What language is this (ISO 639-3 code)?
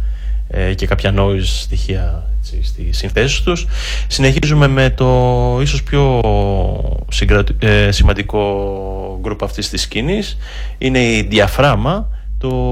ell